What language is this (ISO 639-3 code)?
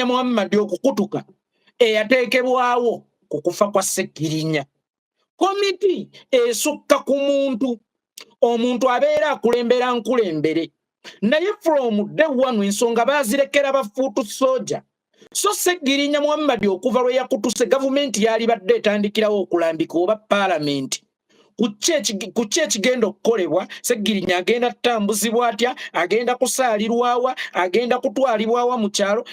lug